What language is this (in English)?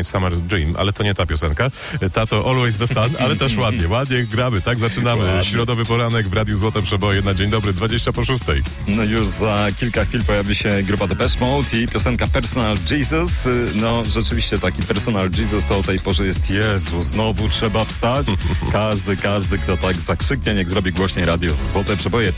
Polish